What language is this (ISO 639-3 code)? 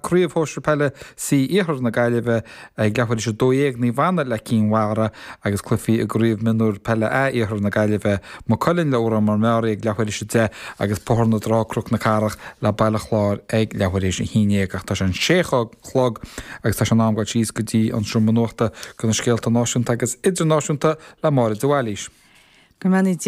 gle